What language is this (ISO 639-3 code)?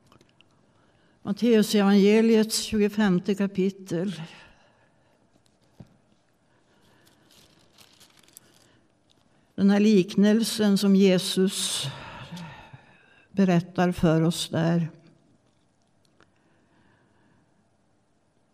swe